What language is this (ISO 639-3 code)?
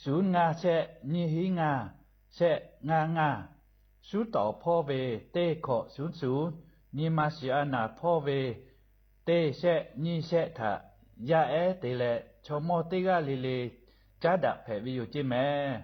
lhu